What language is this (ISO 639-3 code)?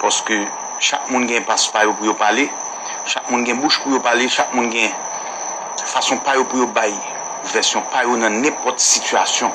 hat